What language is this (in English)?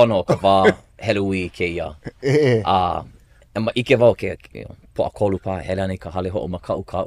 Hawaiian